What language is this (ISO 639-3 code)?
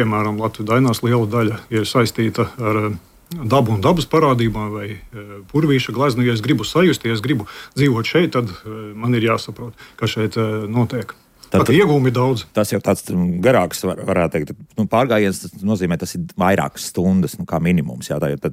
lav